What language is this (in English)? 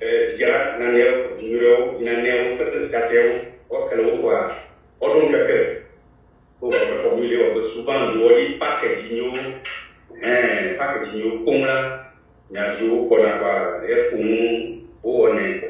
Ewe